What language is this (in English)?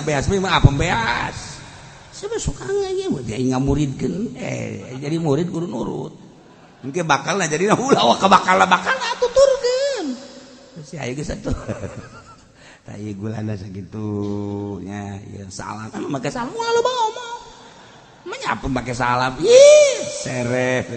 Sundanese